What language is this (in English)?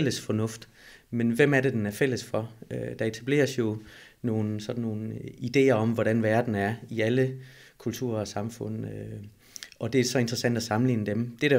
Danish